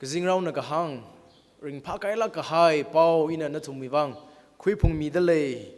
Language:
Tangkhul Naga (India)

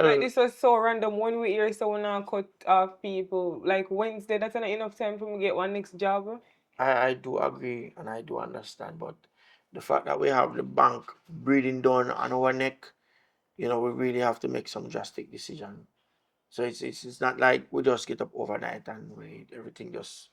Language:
Jamaican Creole English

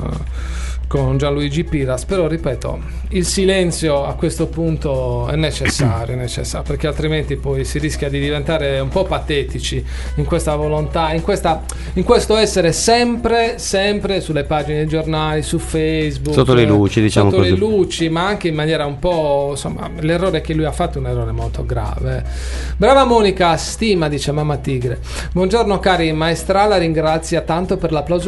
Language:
Italian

